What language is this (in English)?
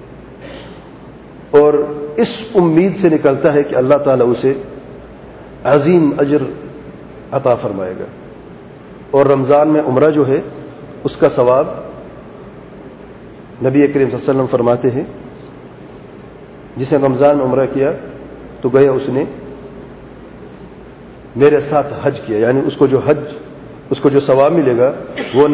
Urdu